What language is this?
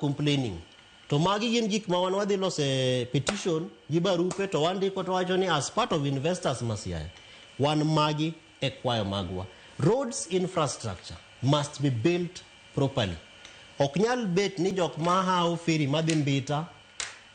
Luo (Kenya and Tanzania)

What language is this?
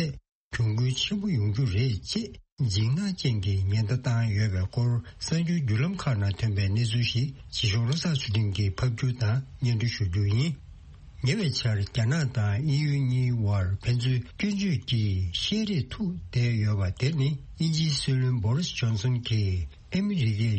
Tibetan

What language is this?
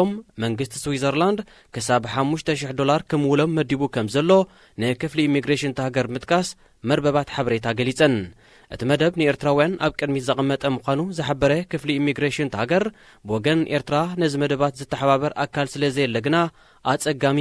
Tigrinya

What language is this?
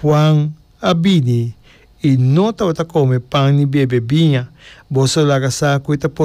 Papiamento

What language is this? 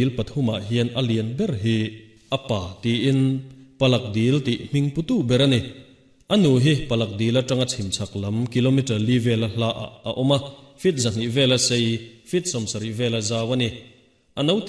Mizo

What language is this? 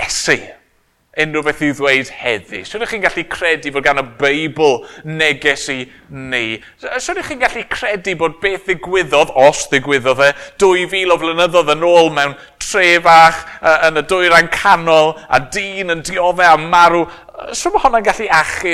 Welsh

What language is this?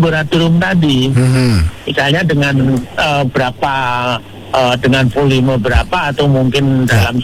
Indonesian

